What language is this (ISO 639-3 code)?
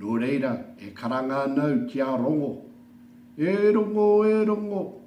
mri